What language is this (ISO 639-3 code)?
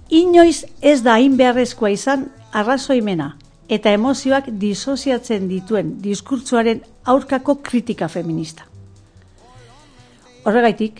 eus